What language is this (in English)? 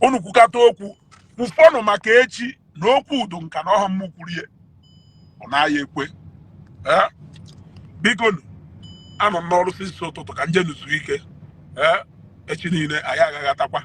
Igbo